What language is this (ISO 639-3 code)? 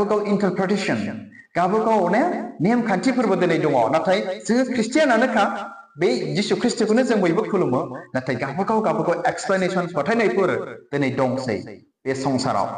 brx